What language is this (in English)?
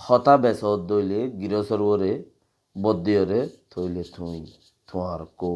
Rohingya